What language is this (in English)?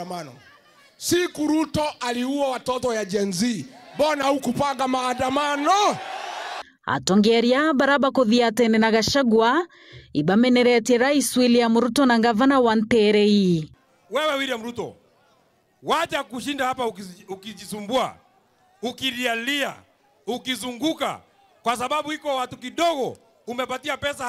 Meru